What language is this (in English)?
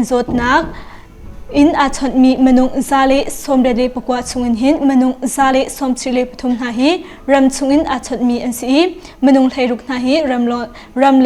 Hakha Chin